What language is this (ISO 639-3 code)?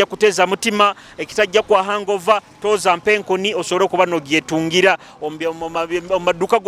nyo